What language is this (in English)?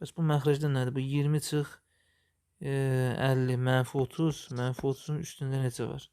Azerbaijani